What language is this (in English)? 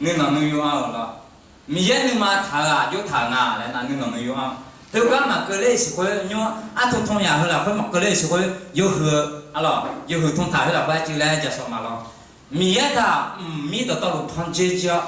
Akha